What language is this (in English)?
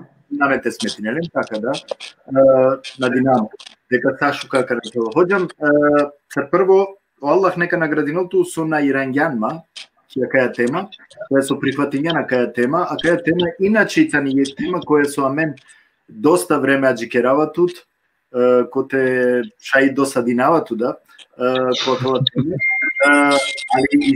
Balkan Romani